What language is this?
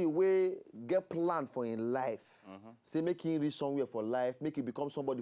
Nigerian Pidgin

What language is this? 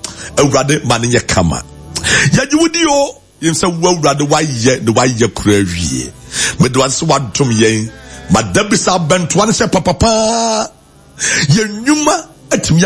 Akan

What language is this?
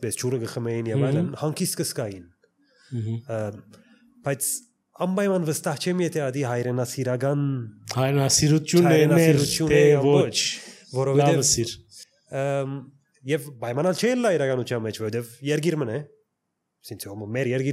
Armenian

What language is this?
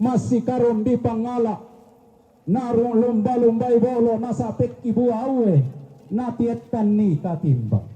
Toraja-Sa'dan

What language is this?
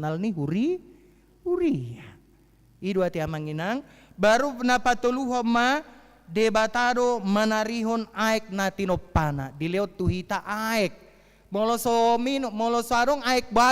Batak Toba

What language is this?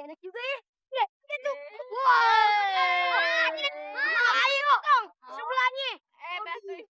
Betawi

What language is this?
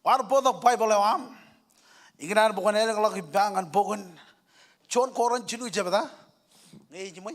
Marshallese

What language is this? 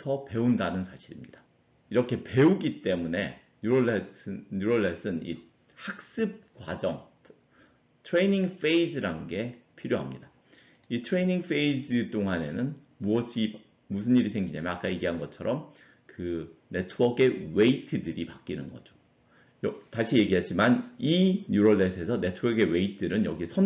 Korean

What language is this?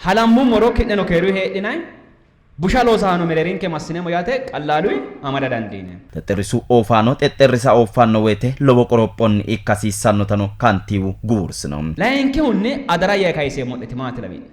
Sidamo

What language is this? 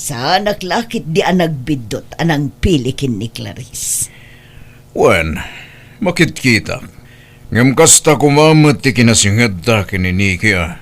Iloko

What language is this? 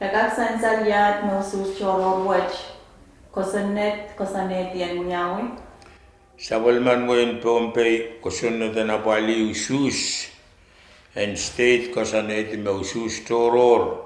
Pohnpeian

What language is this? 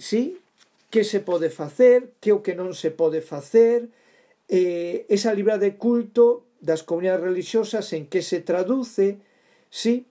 Galician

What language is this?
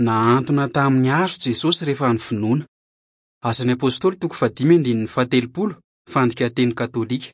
Malagasy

